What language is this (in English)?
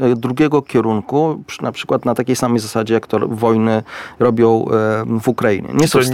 Polish